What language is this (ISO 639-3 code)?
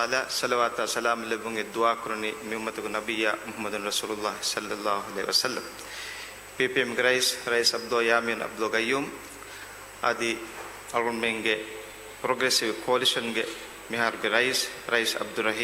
div